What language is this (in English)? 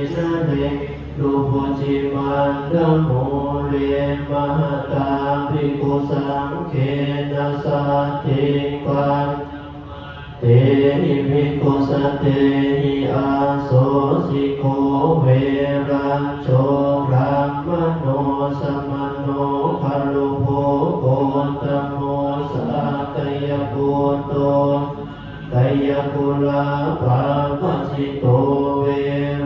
Pali